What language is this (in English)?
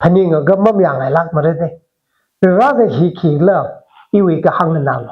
Tangkhul Naga (India)